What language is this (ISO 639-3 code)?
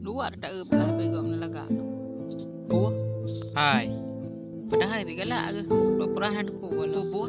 ace